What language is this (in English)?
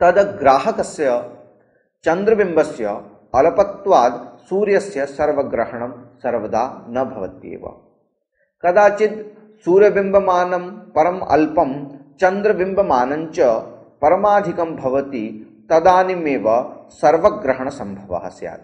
Sanskrit